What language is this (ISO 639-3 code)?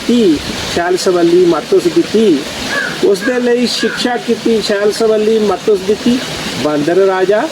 doi